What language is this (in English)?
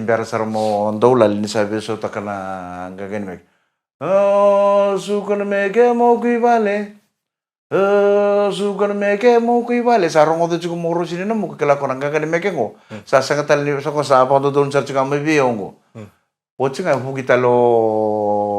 Fijian